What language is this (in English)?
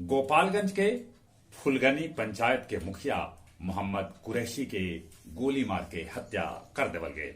Magahi